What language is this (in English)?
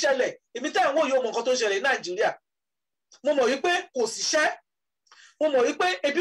Yoruba